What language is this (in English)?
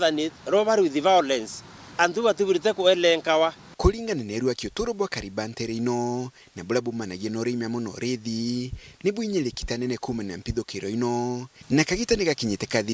Meru